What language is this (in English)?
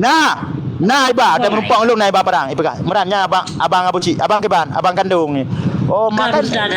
Achinese